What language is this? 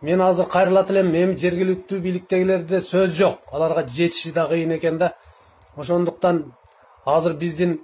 Kyrgyz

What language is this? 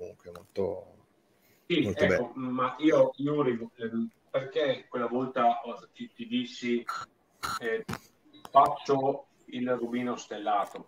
Italian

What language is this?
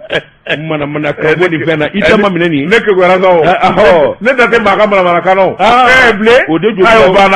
Bambara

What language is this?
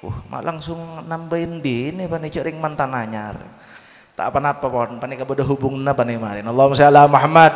Madurese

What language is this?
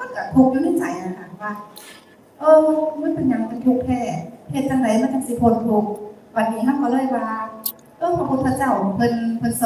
Northeastern Thai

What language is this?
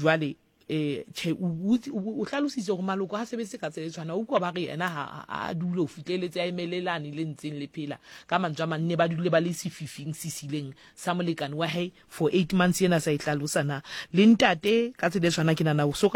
Southern Sotho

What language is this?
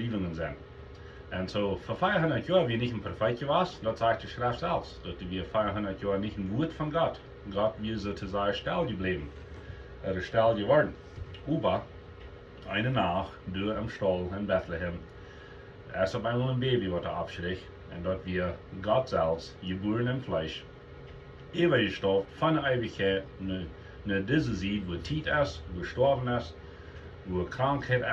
Plautdietsch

